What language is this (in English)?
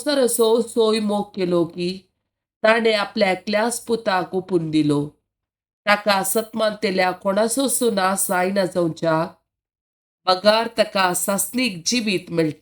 Konkani